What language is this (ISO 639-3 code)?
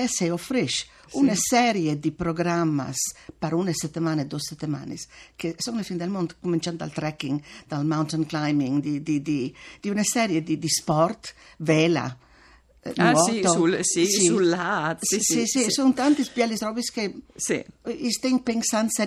fur